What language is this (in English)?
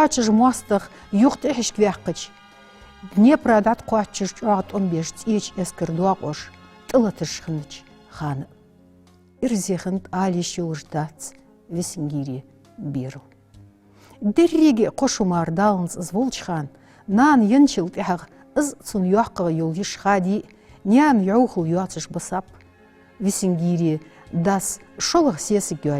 Ingush